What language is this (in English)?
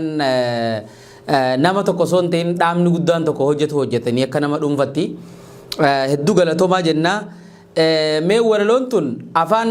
Oromo